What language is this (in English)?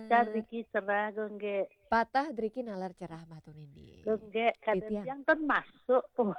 Balinese